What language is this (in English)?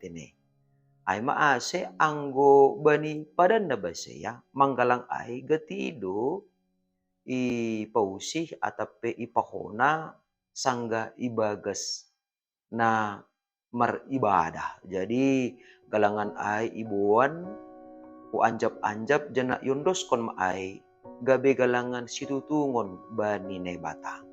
Batak Simalungun